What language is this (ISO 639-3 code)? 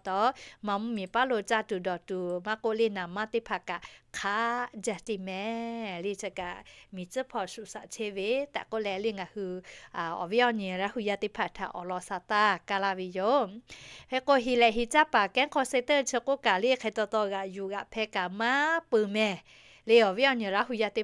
lhu